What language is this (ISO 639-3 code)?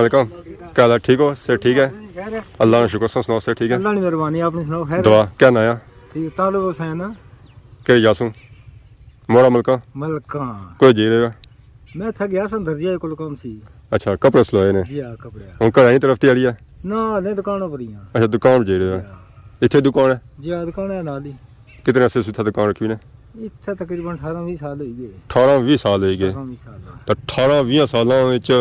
phr